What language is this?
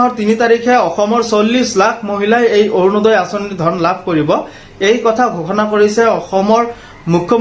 Assamese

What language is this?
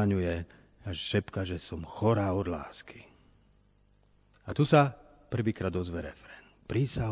Slovak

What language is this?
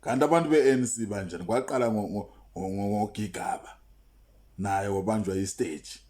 Zulu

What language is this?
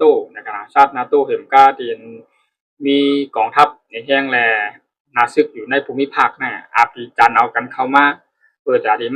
Shan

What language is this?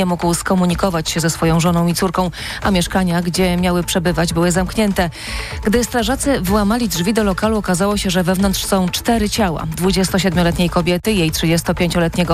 Polish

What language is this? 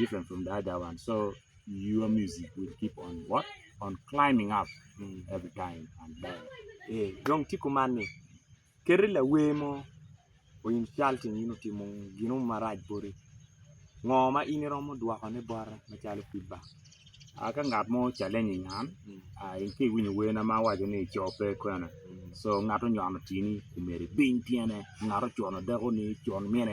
Acoli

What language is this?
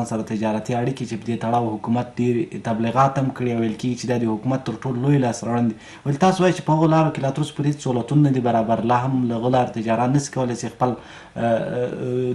Pashto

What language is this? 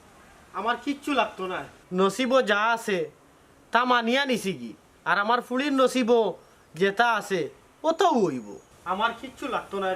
Sylheti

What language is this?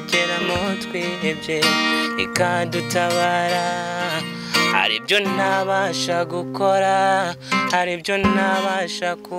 Kinyarwanda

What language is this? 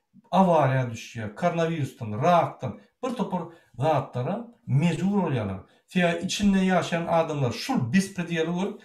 Turkmen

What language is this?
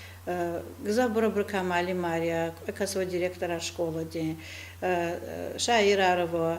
Lezghian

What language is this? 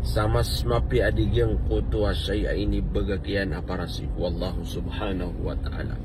Maranao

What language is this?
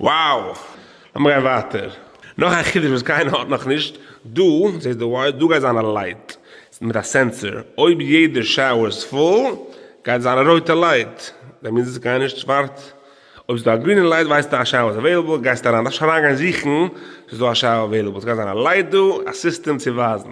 Yiddish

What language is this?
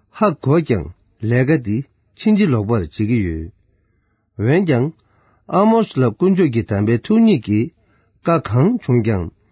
Tibetan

